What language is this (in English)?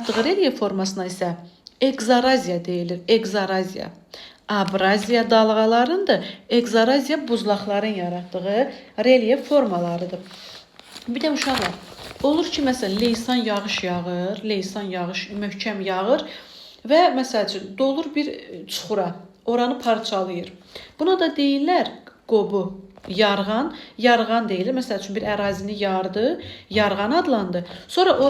Azerbaijani